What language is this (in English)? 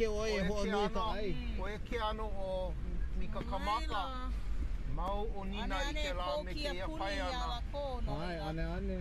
Hawaiian